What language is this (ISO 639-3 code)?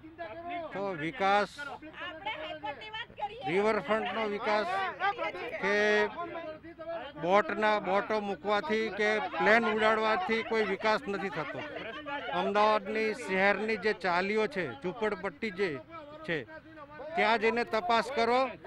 guj